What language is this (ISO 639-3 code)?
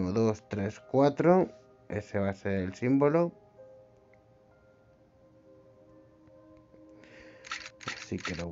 spa